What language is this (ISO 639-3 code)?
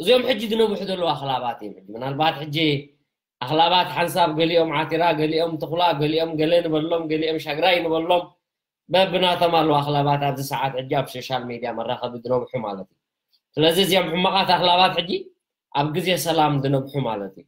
tir